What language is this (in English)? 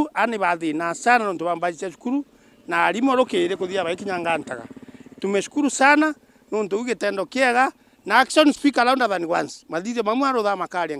Meru